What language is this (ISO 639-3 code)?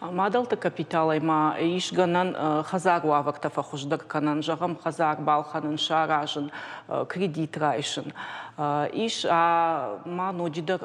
oss